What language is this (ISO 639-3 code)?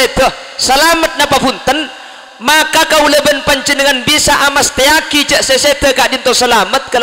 mad